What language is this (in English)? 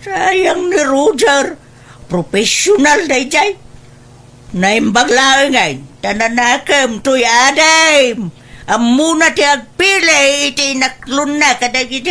Iloko